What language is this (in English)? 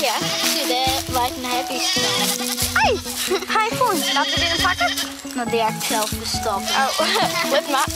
Western Frisian